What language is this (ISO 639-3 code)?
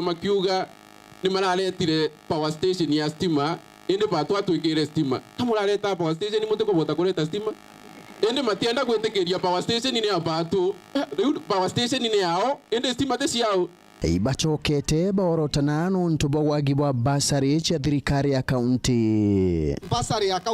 mer